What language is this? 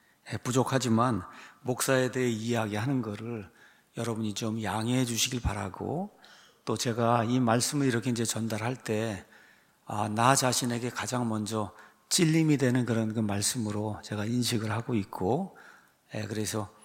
Korean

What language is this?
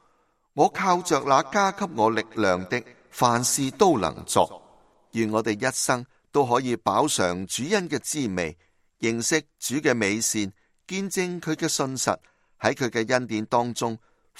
Cantonese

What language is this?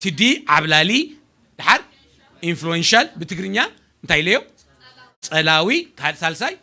Tigrinya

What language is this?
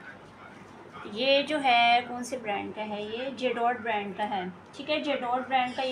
Hindi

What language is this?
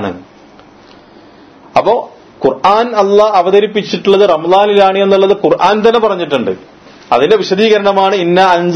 Malayalam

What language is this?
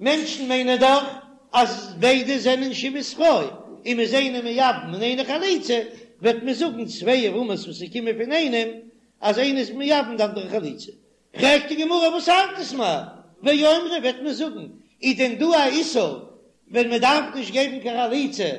Yiddish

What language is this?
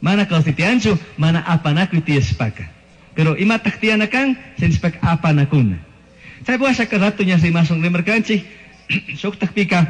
Chimborazo Highland Quichua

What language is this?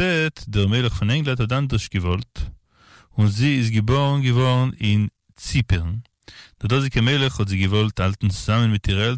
Yiddish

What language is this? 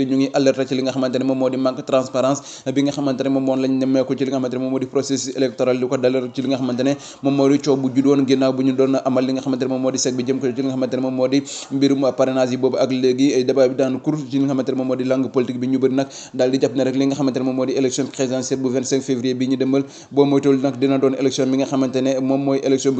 Wolof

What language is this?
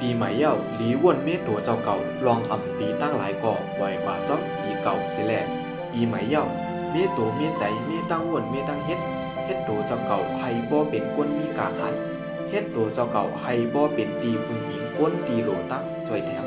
Shan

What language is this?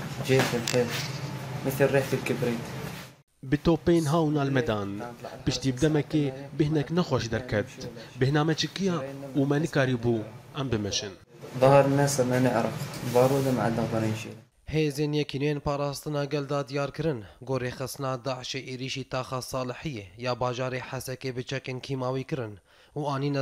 Kurdish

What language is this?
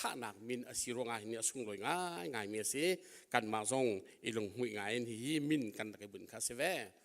Hakha Chin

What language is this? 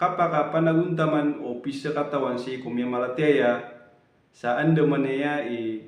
Maranao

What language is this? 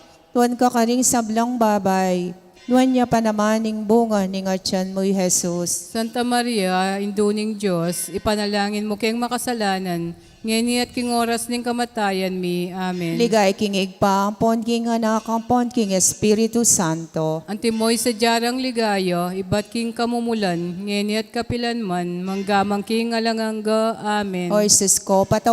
Pampanga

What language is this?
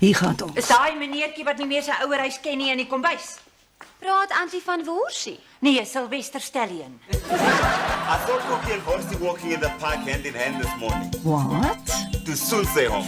Northern Sotho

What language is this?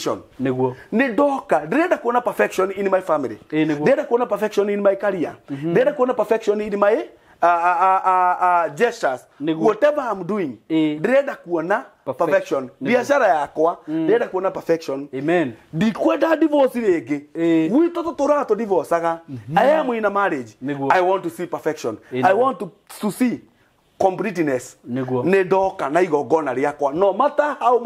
Kikuyu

